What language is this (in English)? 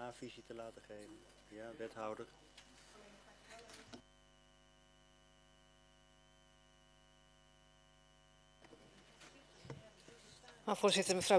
Dutch